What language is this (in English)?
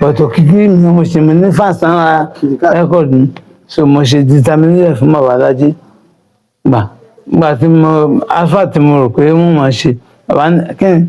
Yoruba